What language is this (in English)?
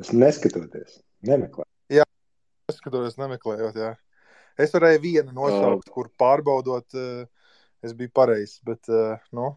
Latvian